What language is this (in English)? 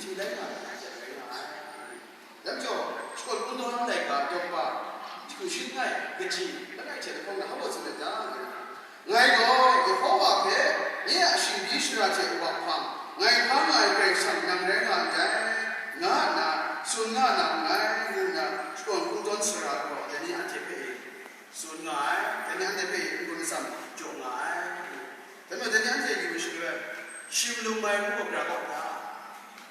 Kachin